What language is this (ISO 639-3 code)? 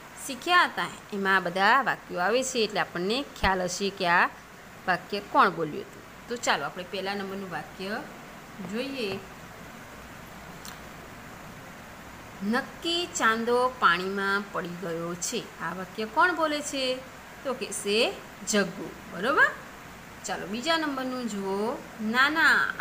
guj